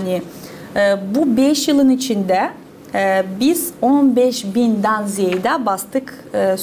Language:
Gagauz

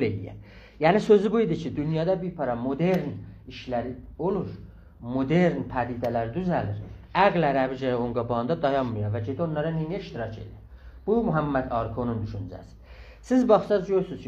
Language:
South Azerbaijani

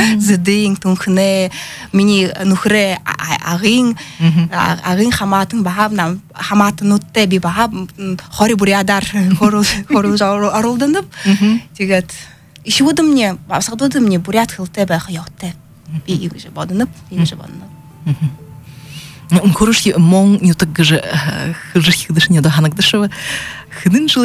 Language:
Buriat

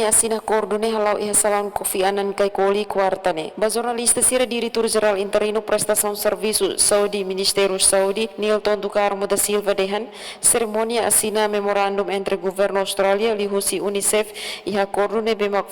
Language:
Tetum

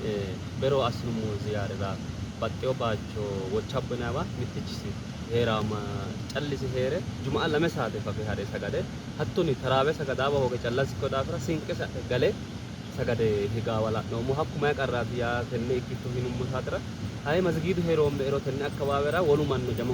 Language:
Sidamo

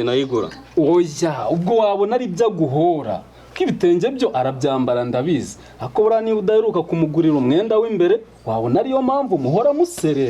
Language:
Kinyarwanda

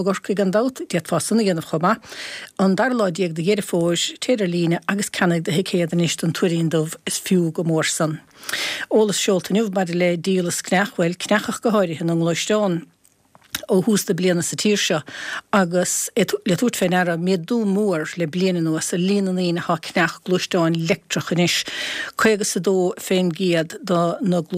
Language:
Irish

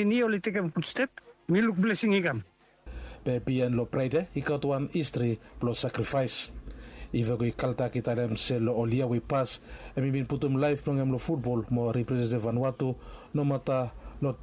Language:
Bislama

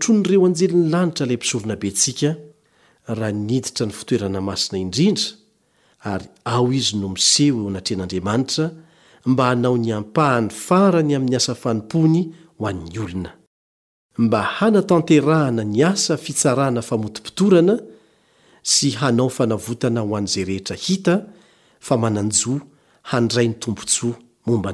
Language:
Malagasy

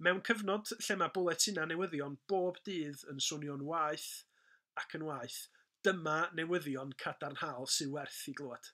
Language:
Welsh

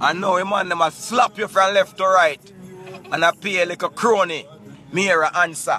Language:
Jamaican Creole English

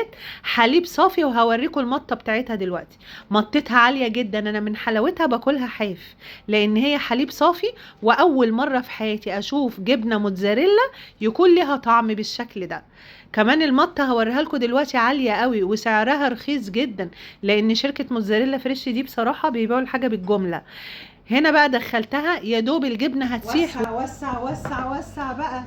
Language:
Egyptian Arabic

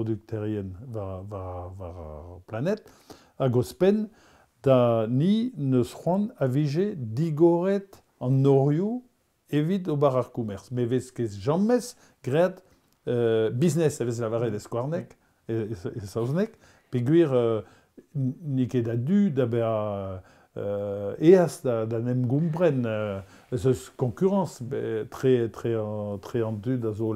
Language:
Breton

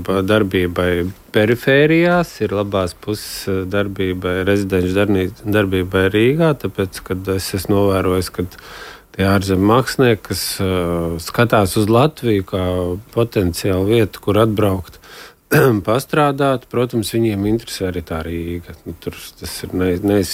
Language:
Latvian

